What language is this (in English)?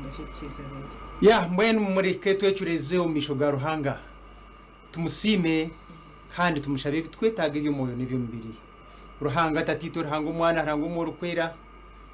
Nyankole